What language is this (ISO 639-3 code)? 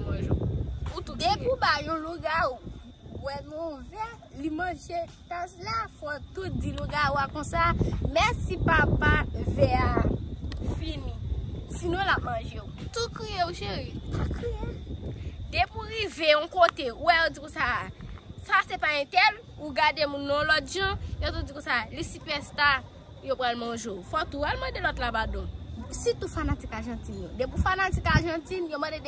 hat